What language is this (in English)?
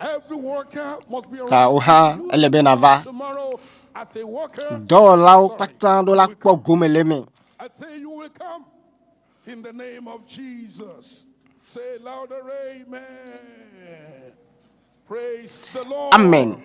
Ewe